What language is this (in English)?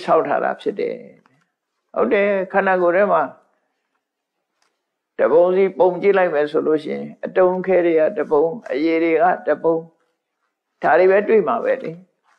Burmese